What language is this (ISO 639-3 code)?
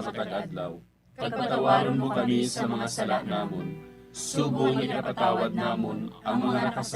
hil